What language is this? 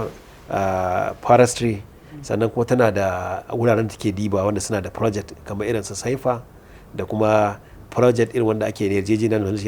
Hausa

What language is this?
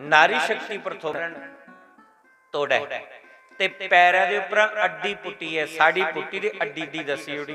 Dogri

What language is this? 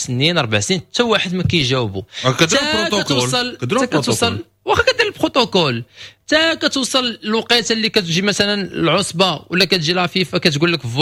Moroccan Arabic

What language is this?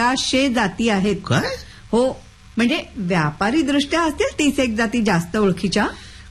Marathi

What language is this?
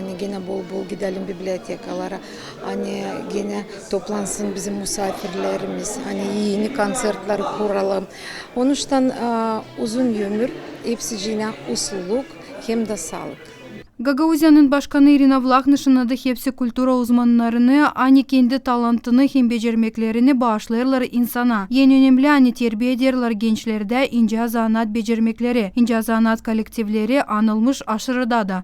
Gagauz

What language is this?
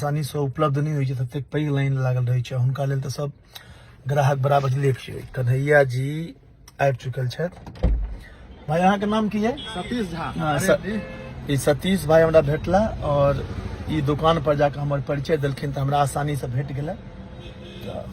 Maithili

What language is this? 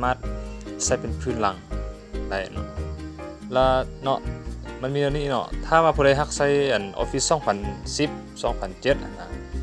Lao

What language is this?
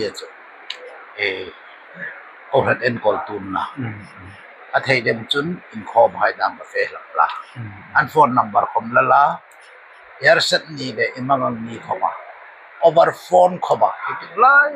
Hmar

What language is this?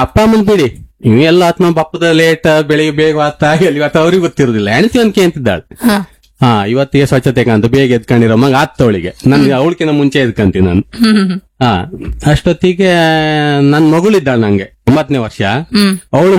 Kannada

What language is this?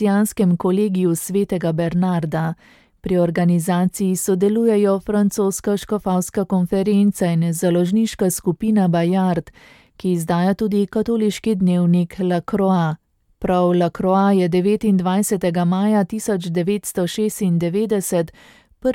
Slovenian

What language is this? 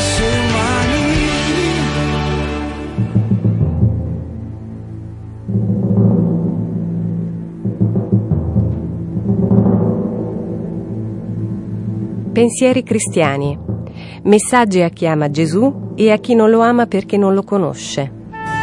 Italian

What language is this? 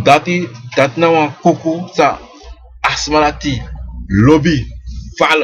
Sranan Tongo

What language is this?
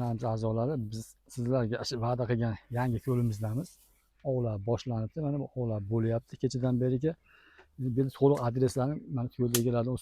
Uzbek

